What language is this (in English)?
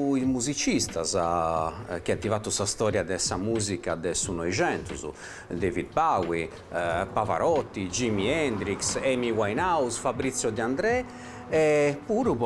Sardinian